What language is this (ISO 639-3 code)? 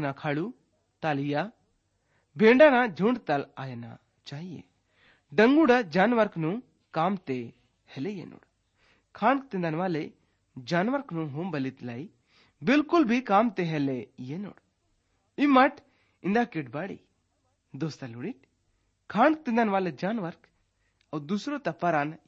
gon